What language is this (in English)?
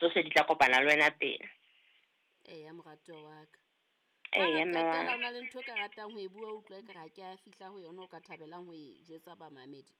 Southern Sotho